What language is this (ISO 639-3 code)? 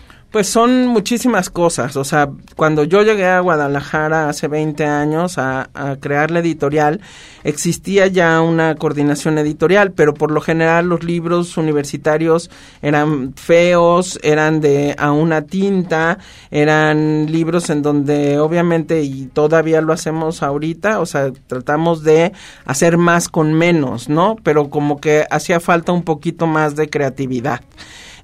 spa